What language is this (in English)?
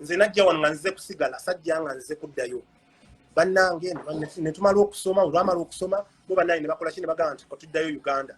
Ganda